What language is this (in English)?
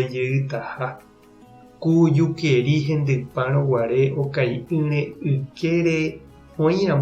Guarani